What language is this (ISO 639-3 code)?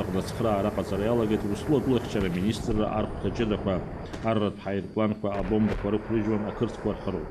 abk